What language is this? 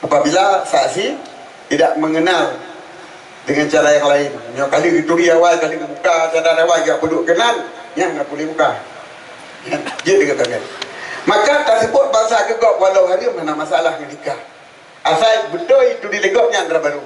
Achinese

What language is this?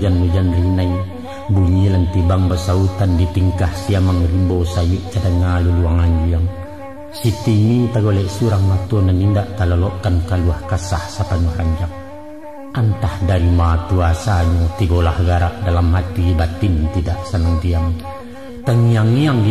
Minangkabau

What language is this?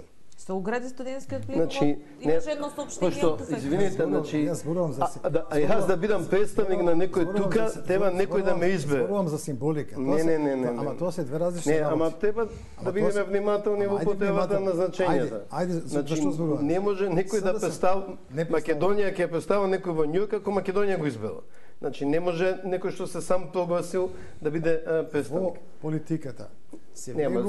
Macedonian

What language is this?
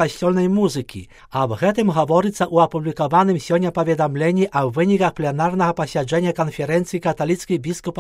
Belarusian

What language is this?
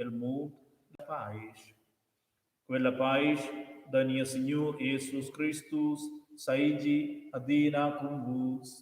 Romansh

